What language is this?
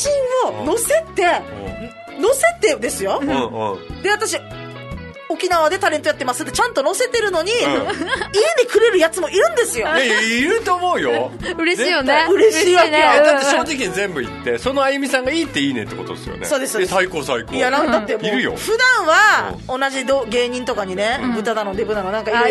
Japanese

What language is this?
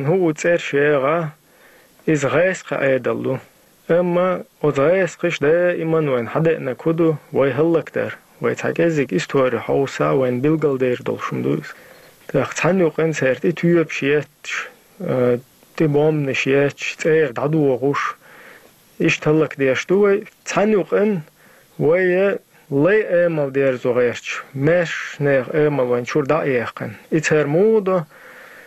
Chechen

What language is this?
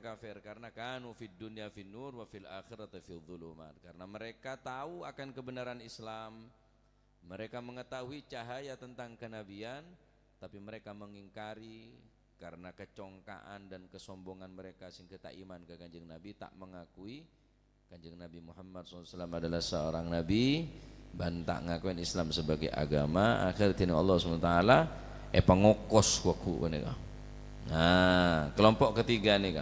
Madurese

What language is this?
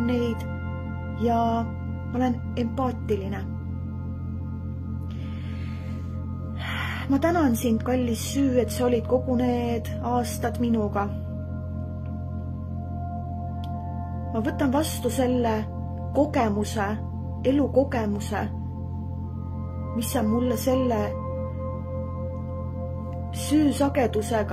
Estonian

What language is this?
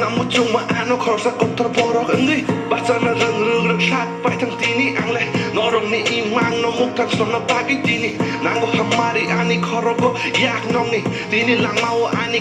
Kok Borok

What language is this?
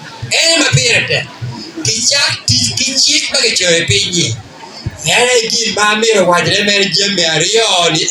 Acoli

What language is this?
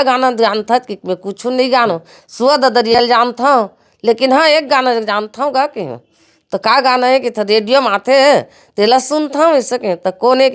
Chhattisgarhi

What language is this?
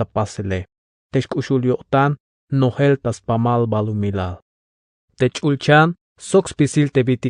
Tzeltal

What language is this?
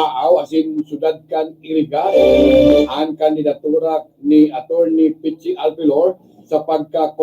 Bikol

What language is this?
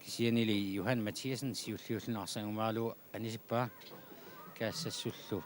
Kalaallisut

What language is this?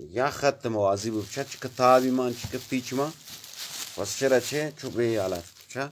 Baluchi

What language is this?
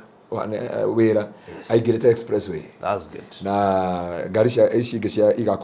Kikuyu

